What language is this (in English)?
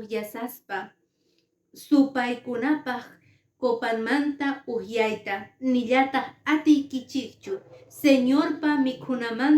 Quechua